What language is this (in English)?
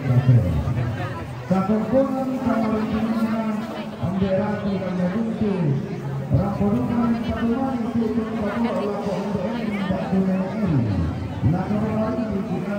Toraja-Sa'dan